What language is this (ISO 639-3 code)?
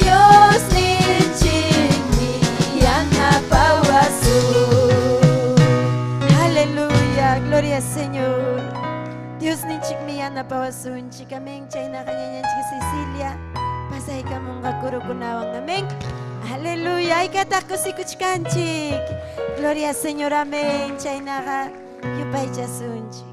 quy